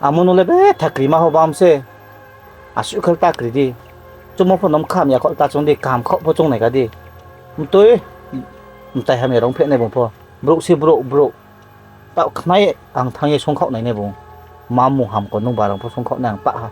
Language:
Riang (India)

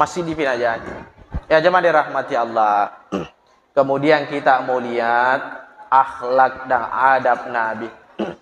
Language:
Buginese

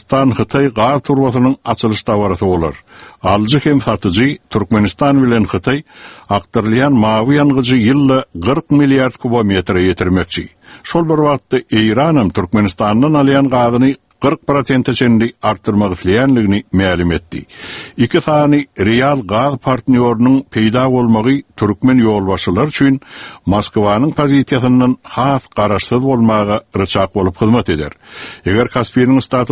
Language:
Turkmen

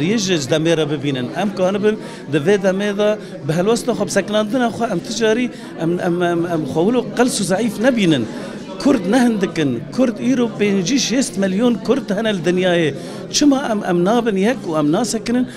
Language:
Kurdish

